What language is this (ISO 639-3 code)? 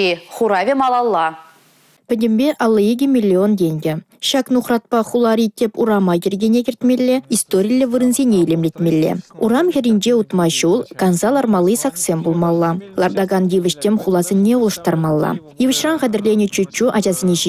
chv